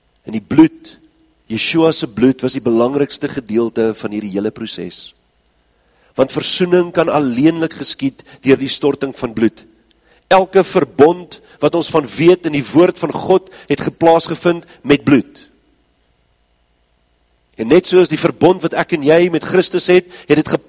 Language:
Afrikaans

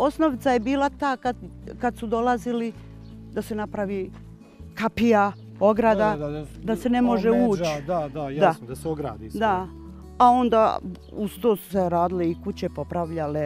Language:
Bosnian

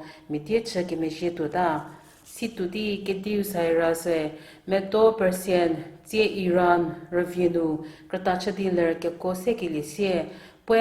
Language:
Angami Naga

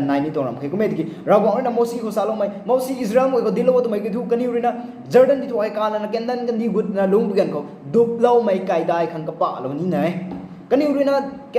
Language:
Rongmei Naga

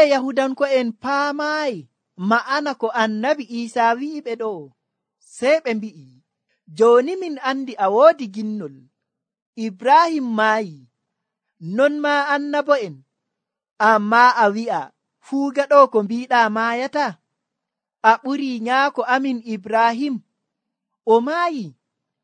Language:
Nigerian Fulfulde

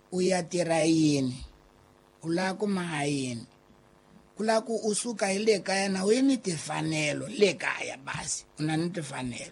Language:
Tsonga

